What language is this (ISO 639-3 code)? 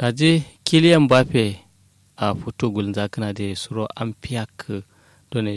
kau